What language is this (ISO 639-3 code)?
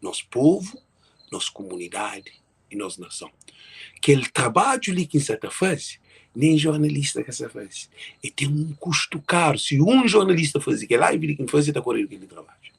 kea